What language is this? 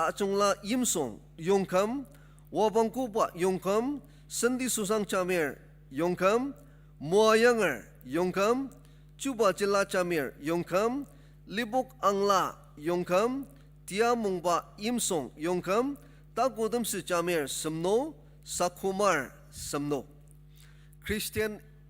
Ao Naga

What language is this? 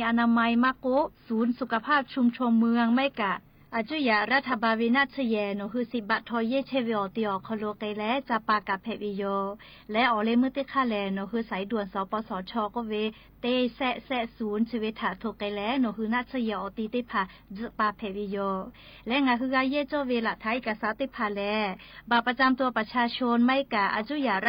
Lahu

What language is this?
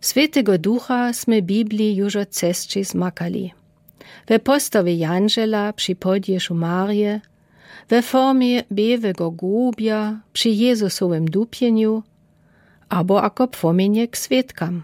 Lower Sorbian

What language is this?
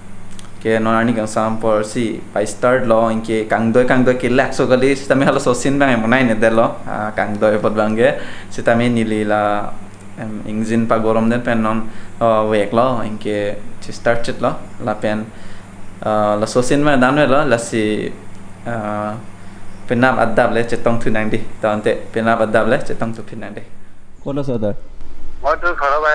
Karbi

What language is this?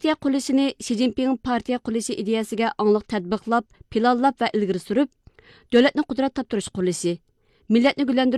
Uyghur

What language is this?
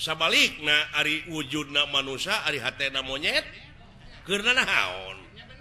Sundanese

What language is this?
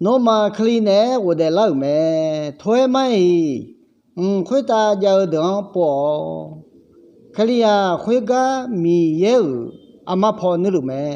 Akha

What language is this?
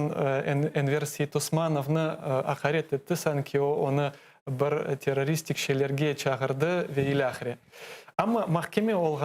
Crimean Tatar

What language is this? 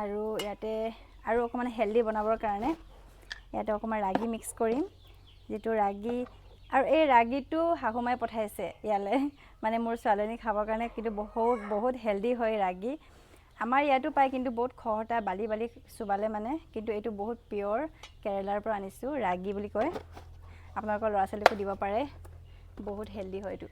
Assamese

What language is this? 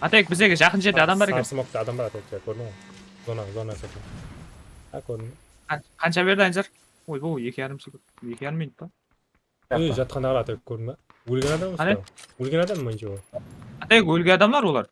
Kara-Kalpak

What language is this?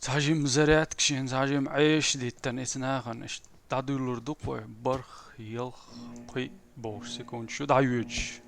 Chechen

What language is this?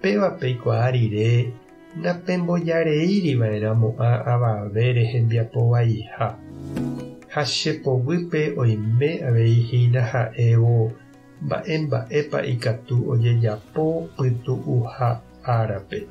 Guarani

